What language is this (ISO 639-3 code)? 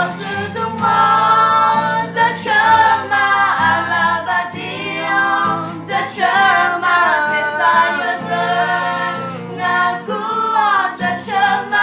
ahk